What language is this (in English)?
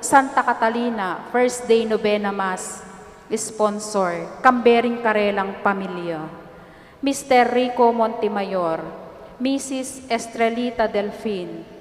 Pampanga